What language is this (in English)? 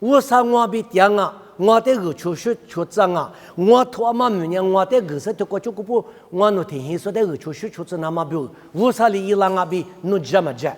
Lisu